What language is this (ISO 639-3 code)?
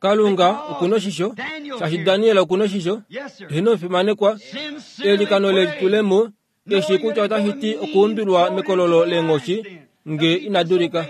kua